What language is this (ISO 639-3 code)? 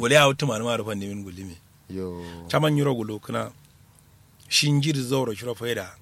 kau